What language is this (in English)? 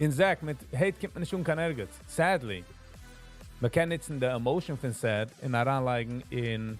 Yiddish